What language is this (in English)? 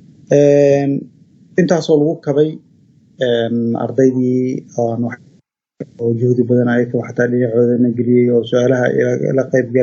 Somali